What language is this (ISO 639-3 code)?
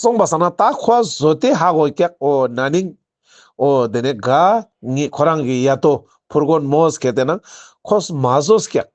lbj